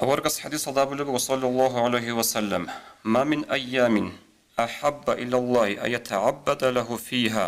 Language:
Avaric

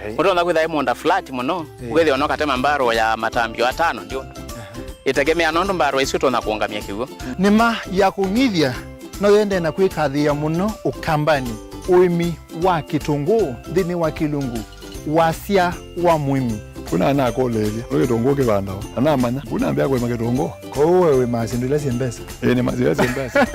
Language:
Kamba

